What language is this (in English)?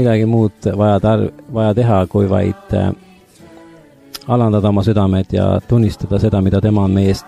Estonian